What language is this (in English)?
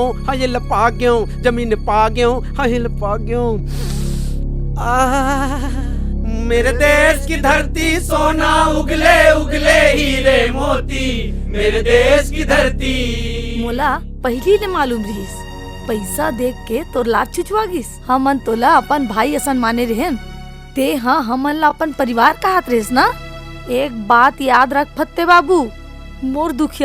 Chhattisgarhi